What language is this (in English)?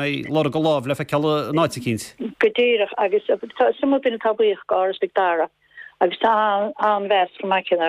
Irish